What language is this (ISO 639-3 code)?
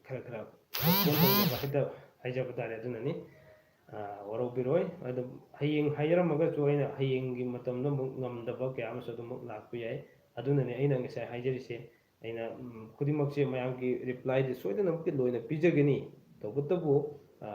mni